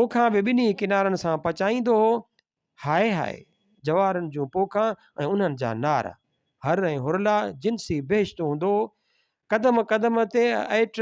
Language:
Sindhi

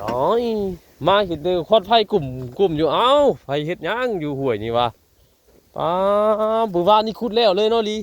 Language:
Northeastern Thai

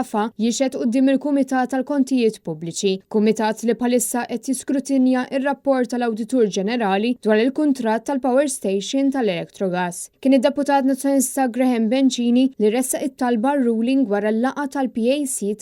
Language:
Maltese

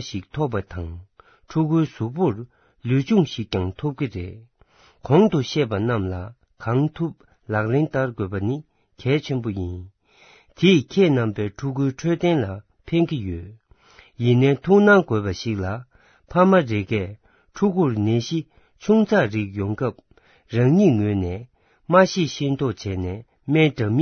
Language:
Tibetan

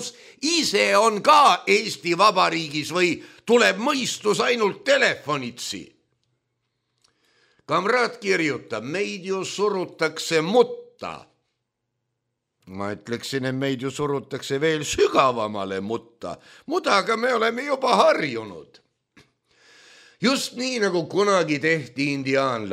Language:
Estonian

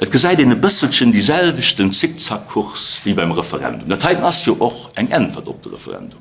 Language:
Luxembourgish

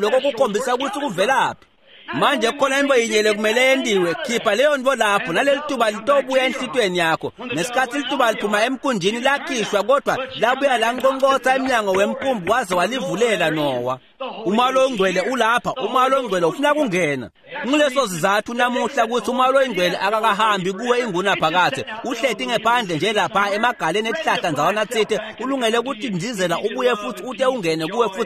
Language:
Swati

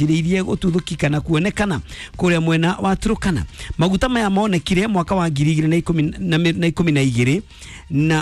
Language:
Kikuyu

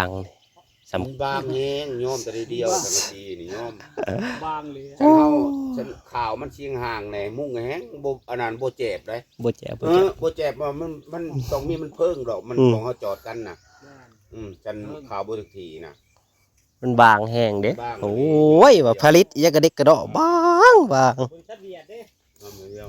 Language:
Northeastern Thai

